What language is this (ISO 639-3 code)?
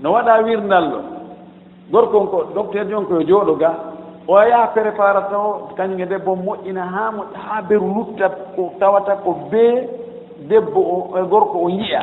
ful